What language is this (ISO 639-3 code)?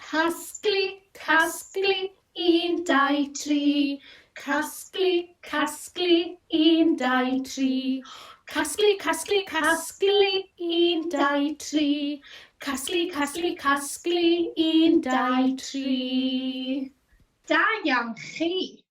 cym